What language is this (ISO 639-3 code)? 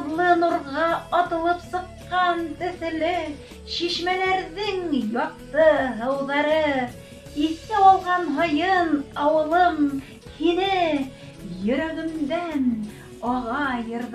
bak